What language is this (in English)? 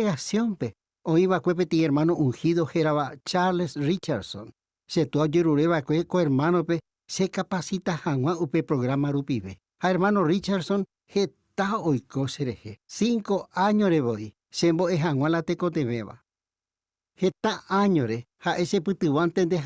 Guarani